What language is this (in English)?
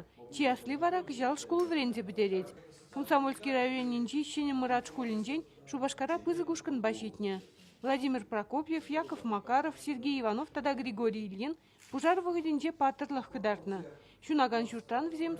Chuvash